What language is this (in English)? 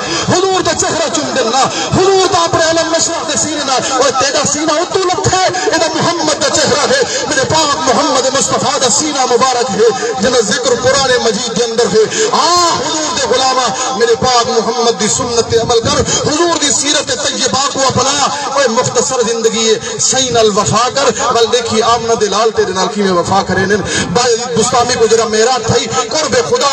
Saraiki